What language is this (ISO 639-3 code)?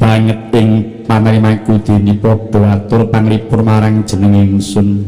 jav